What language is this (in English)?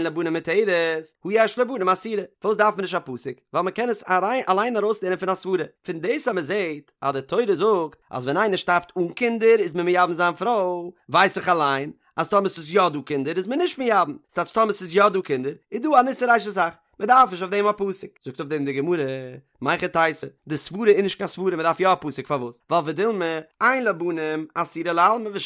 Yiddish